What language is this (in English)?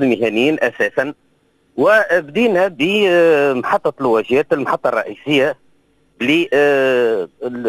Tunisian Arabic